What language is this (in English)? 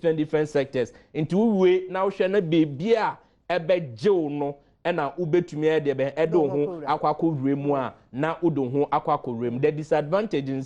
Akan